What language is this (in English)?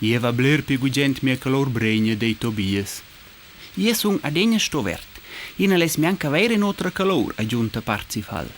Romansh